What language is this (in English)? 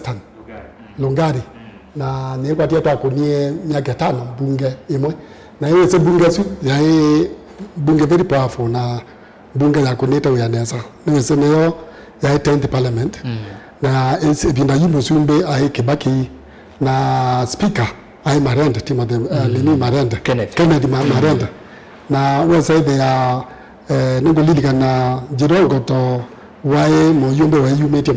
Kamba